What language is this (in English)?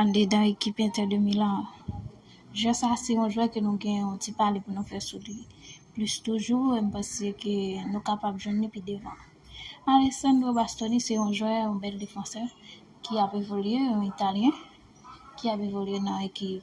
Haitian Creole